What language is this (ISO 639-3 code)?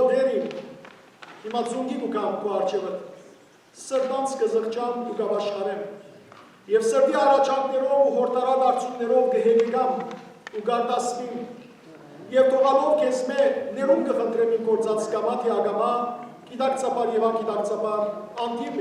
hyw